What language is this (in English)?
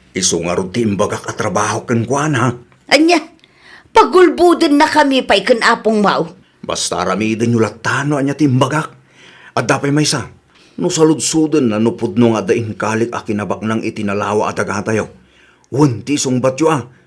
Iloko